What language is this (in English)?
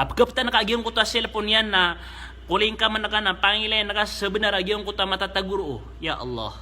Maranao